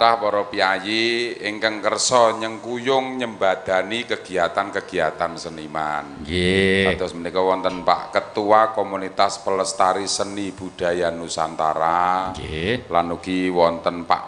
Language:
Javanese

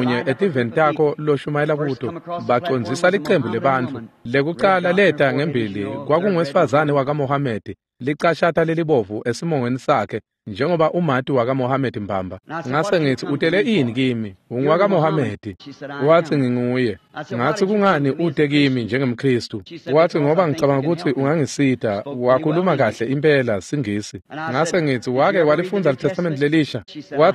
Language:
Swati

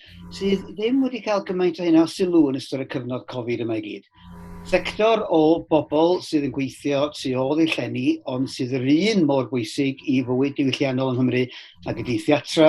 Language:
Welsh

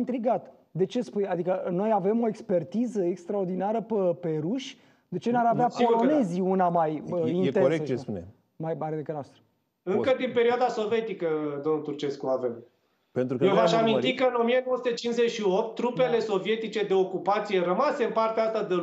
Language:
Romanian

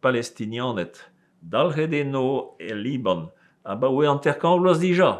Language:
Breton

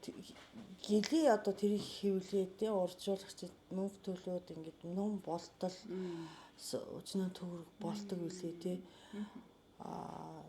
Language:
Mongolian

